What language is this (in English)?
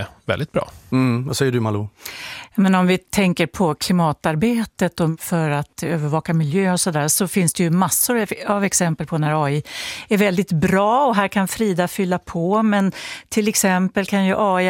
Swedish